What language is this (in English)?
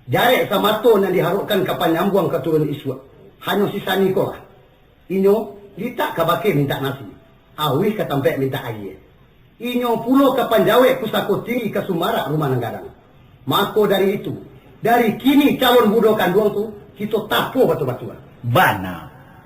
Minangkabau